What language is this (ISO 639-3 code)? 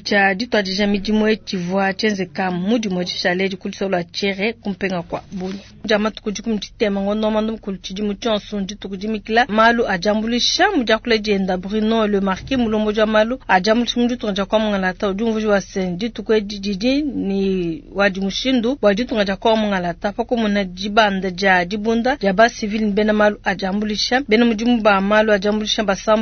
lua